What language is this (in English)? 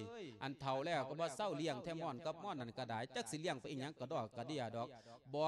Lao